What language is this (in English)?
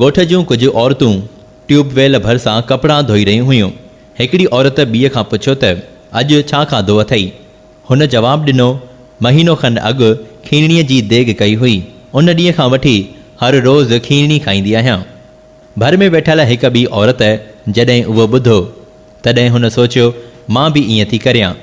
Sindhi